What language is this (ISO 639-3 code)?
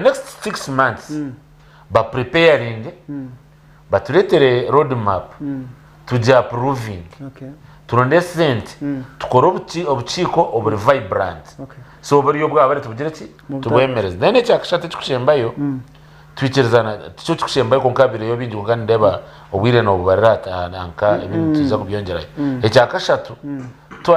nyn